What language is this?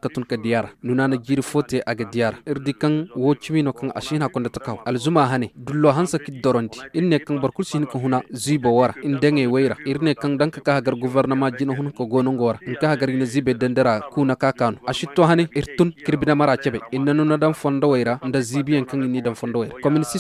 Koyraboro Senni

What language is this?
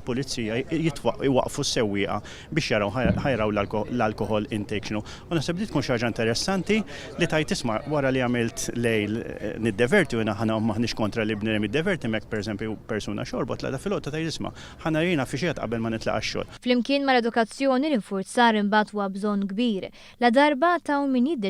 Maltese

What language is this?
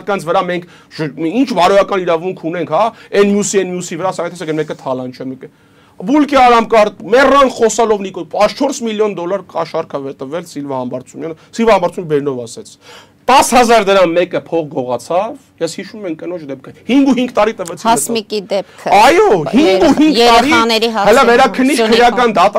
Armenian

